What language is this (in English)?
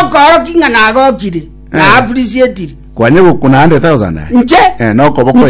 Gusii